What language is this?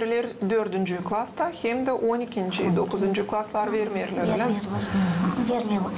Gagauz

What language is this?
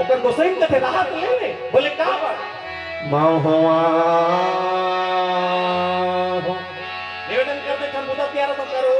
Chhattisgarhi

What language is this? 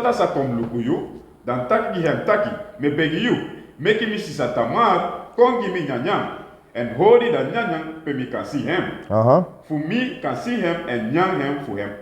Sranan Tongo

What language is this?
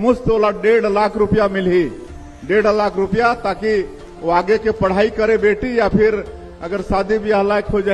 Chhattisgarhi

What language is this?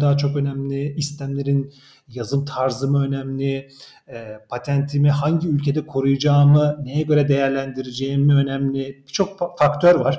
Turkish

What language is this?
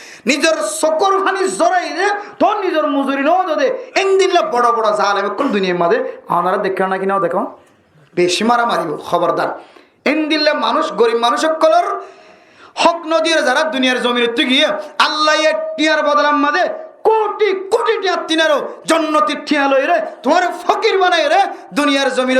Rohingya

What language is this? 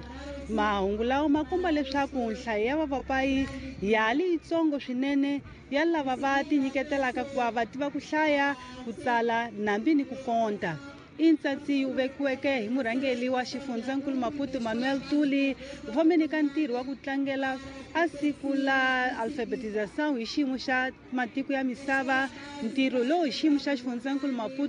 Tsonga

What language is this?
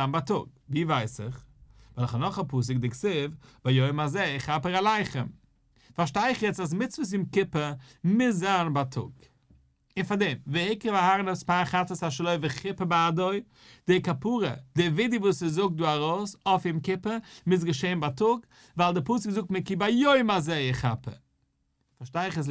Yiddish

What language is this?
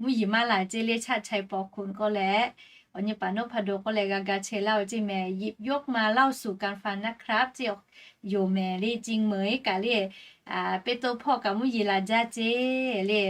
Lahu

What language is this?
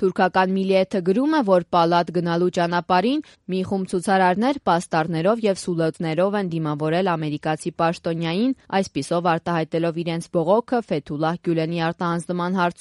Armenian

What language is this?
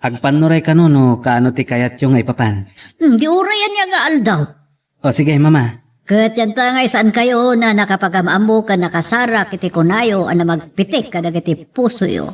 Iloko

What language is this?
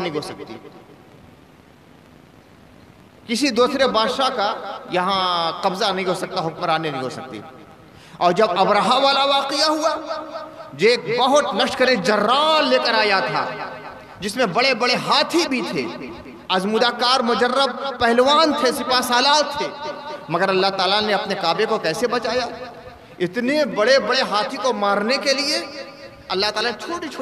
Urdu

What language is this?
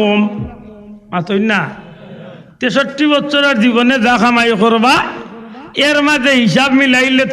Sylheti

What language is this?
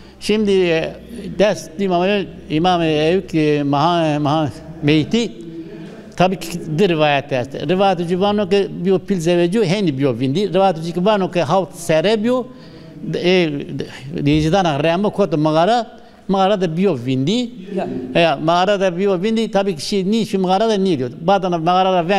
Zaza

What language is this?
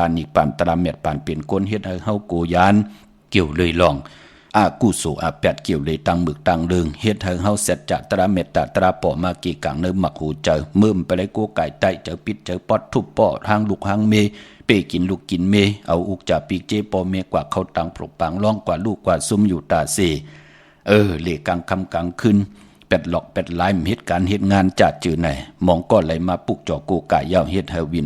Shan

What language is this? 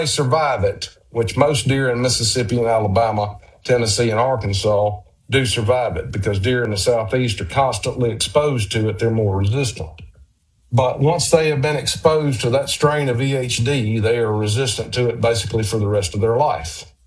English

